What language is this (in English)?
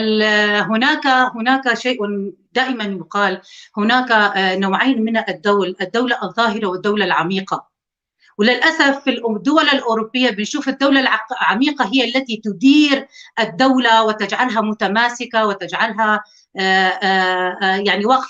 North Levantine Arabic